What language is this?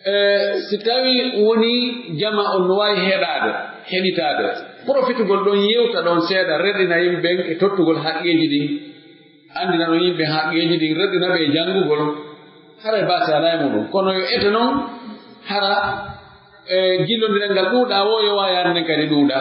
Pular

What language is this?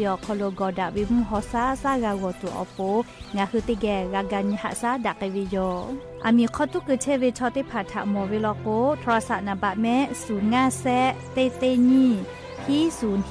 Lahu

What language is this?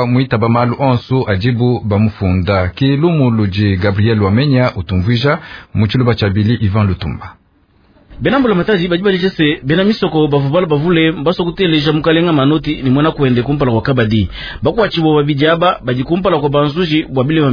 Luba-Lulua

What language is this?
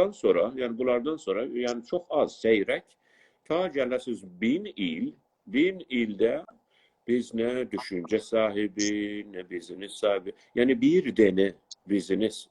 South Azerbaijani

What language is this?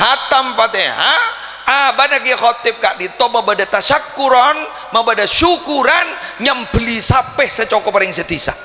Madurese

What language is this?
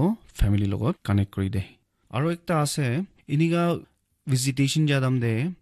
Naga Pidgin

